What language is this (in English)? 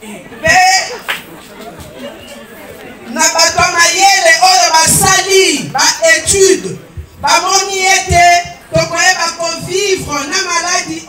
Lingala